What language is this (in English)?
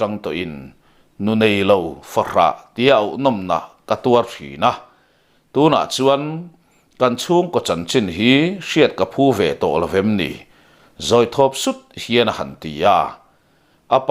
Mizo